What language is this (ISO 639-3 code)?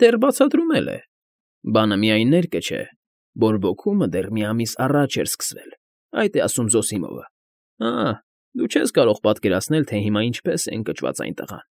hye